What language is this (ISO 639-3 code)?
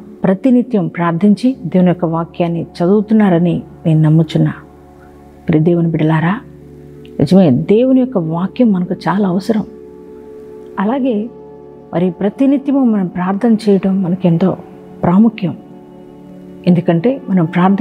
tel